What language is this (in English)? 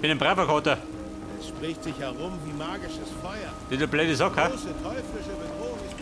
Bavarian